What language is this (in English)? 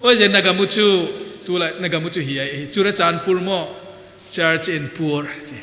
Paite Chin